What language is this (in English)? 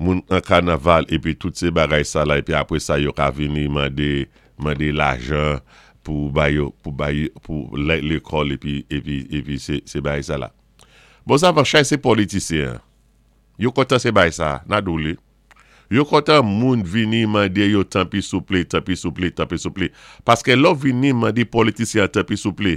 Saint Lucian Creole French